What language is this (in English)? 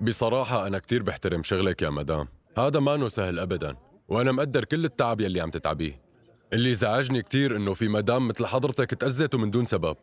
North Levantine Arabic